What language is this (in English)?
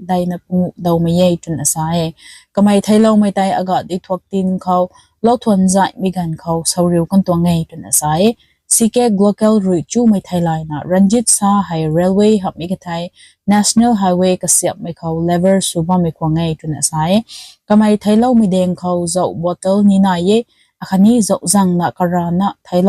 Rongmei Naga